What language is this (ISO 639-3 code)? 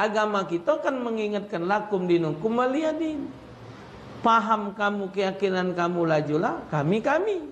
mui